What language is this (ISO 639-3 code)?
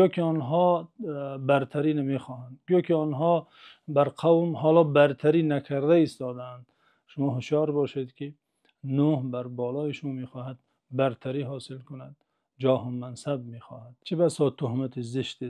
tgk